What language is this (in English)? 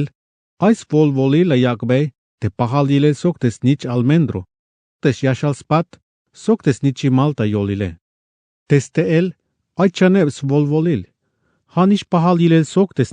Tzeltal